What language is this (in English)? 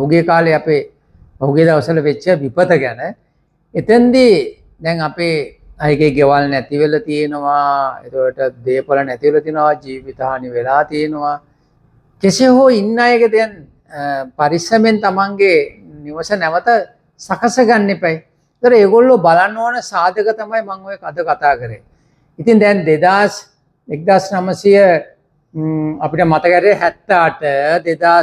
Sinhala